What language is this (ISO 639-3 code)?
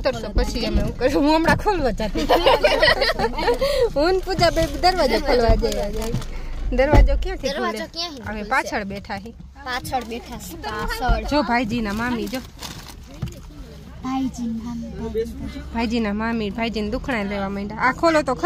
guj